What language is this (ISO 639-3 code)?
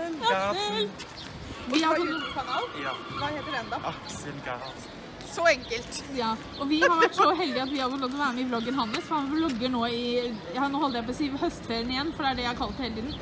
nor